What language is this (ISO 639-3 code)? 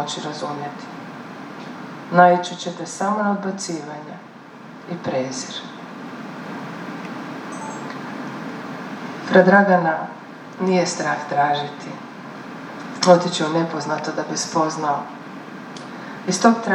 hrv